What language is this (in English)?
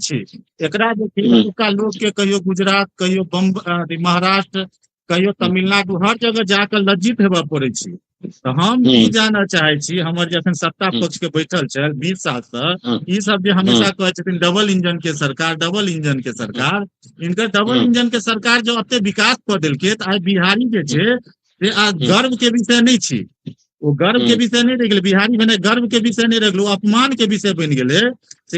Maithili